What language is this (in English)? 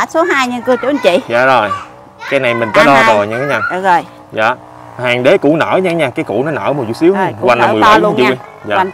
Vietnamese